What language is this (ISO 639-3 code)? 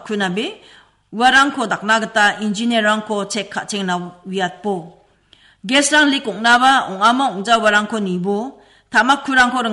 grt